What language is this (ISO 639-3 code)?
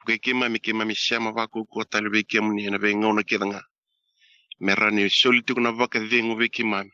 fij